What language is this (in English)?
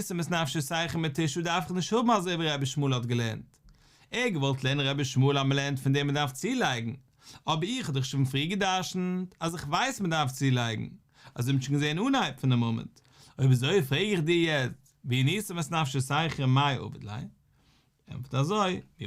Yiddish